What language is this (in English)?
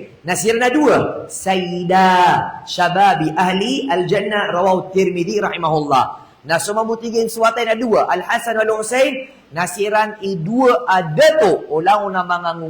Maranao